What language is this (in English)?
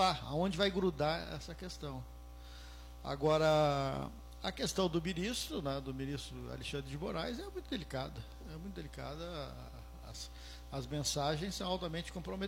Portuguese